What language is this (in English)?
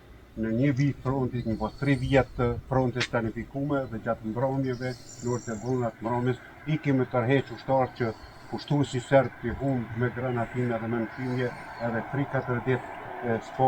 Albanian